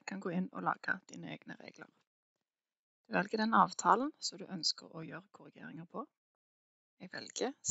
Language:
Norwegian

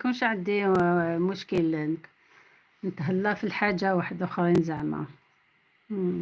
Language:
Algerian Arabic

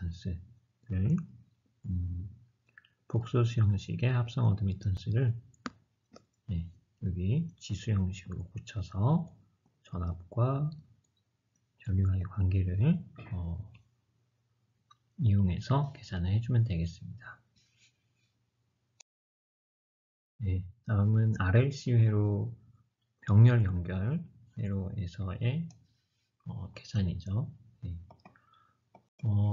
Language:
Korean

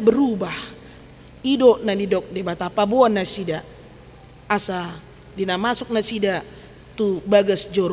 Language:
Batak Toba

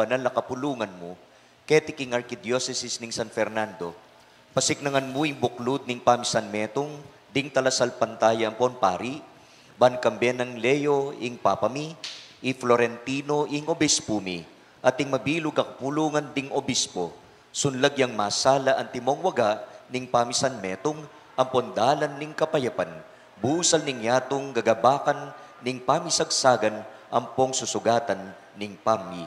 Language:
Pampanga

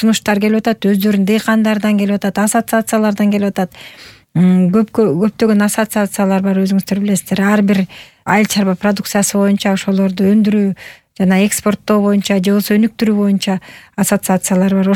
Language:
Kyrgyz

